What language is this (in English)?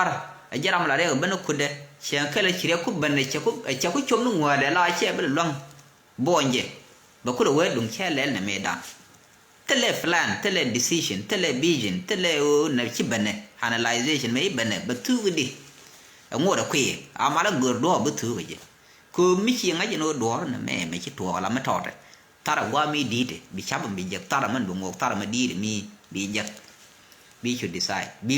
Nuer